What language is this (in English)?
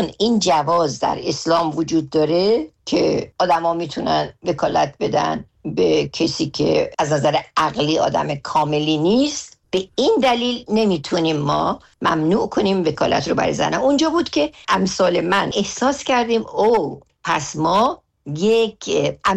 Persian